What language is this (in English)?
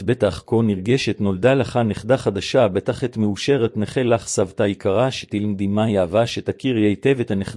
Hebrew